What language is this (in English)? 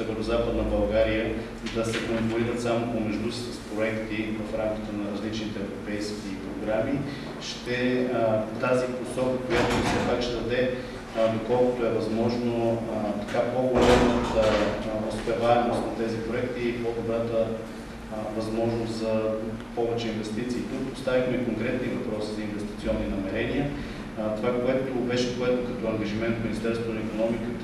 Bulgarian